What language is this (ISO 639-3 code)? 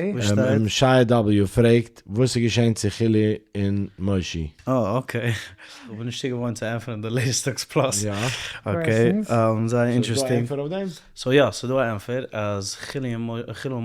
yid